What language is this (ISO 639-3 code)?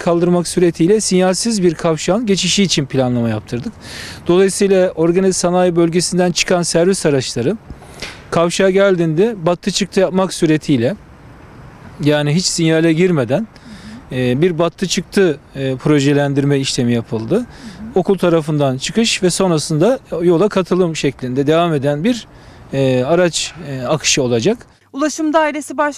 tur